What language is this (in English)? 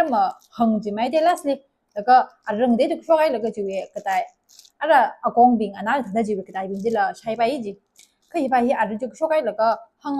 Tangkhul Naga (India)